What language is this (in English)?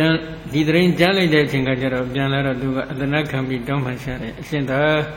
Burmese